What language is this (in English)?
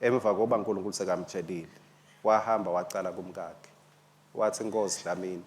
Swati